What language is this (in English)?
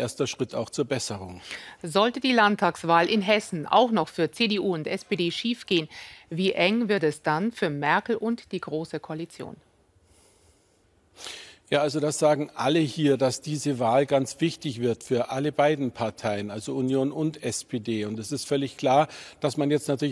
German